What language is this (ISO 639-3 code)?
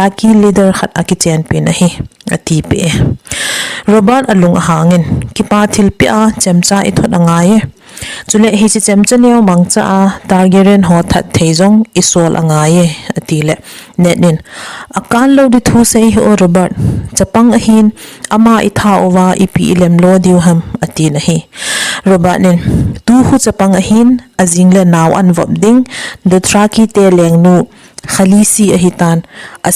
tcz